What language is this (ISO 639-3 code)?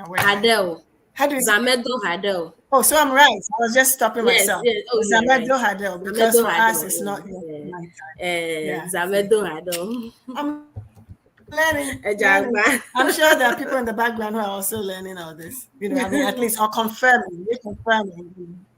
ewe